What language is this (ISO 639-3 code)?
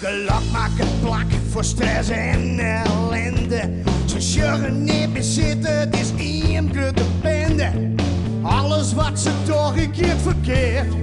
fry